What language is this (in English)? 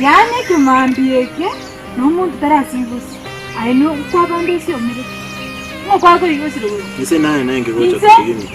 Gusii